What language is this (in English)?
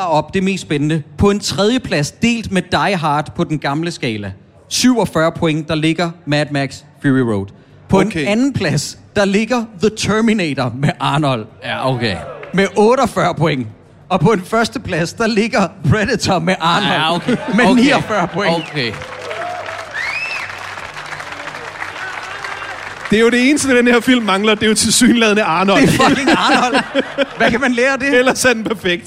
Danish